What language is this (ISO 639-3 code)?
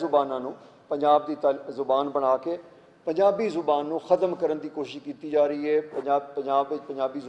lah